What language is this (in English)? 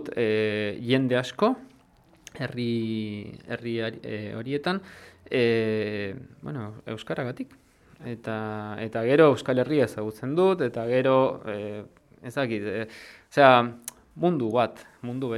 Basque